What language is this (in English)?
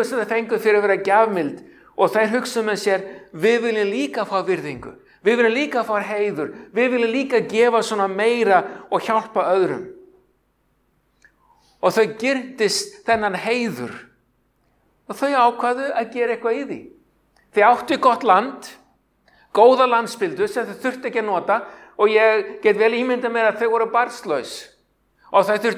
Icelandic